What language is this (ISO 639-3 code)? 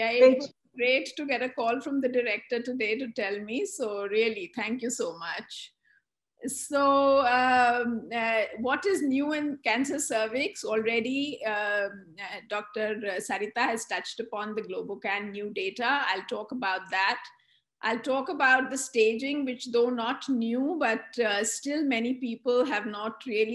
eng